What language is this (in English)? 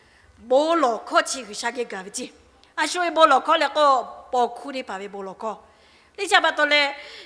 Lahu